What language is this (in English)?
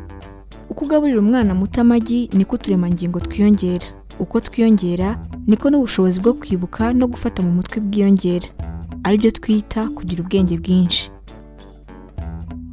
Kinyarwanda